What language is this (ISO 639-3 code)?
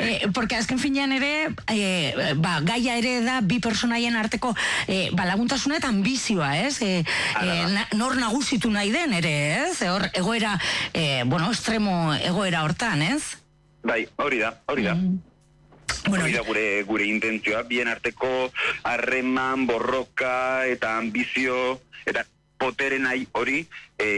eus